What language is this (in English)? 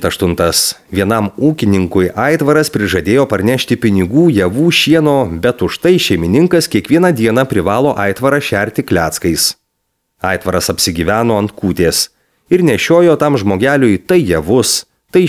Lithuanian